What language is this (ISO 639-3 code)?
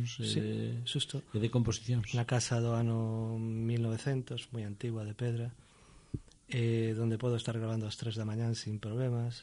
glg